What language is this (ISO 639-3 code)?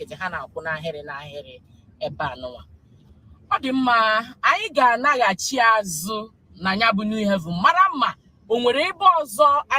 ibo